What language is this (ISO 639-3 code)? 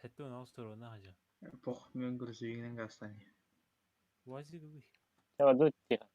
sah